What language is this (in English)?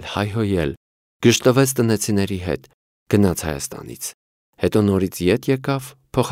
Armenian